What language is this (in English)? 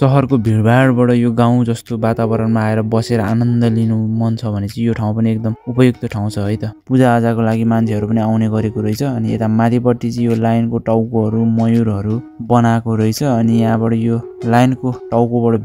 Nepali